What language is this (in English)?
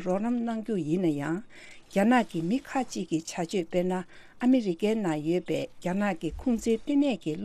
Tibetan